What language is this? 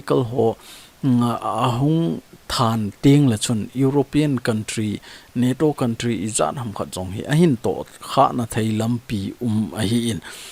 Thado Chin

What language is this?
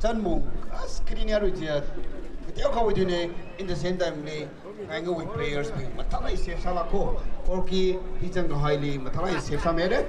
Tangkhul Naga (India)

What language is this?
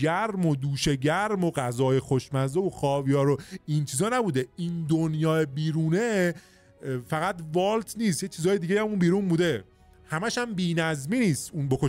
Persian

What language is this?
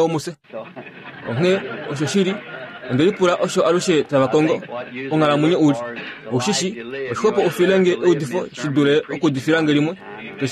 Kuanyama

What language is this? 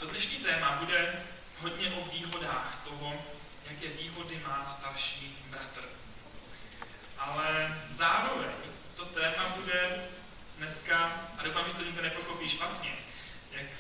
Czech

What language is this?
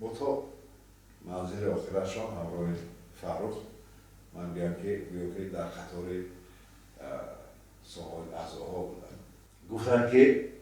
Tajik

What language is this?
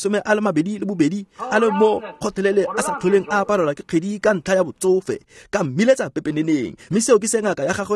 Tswana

